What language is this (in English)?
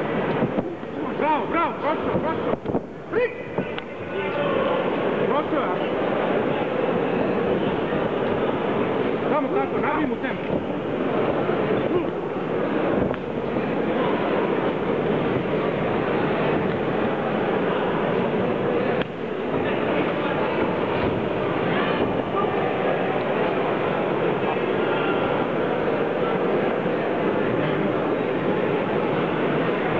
Croatian